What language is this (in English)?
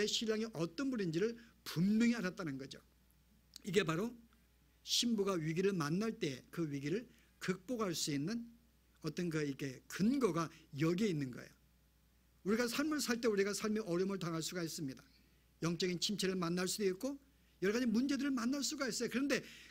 Korean